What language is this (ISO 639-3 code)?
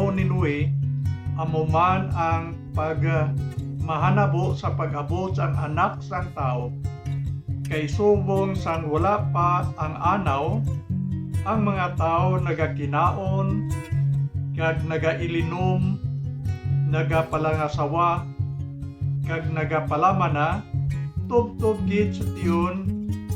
hil